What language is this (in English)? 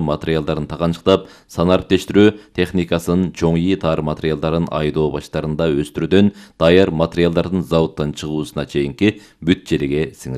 Kyrgyz